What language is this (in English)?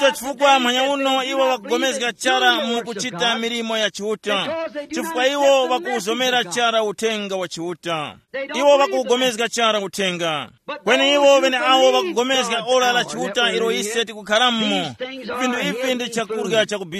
Tumbuka